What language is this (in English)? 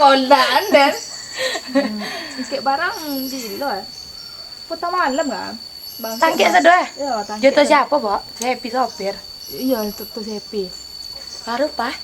Minangkabau